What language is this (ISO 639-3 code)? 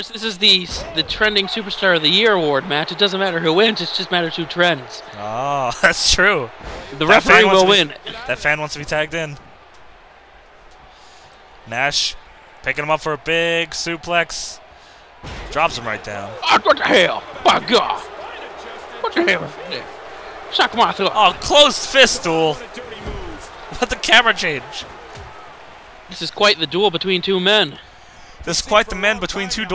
eng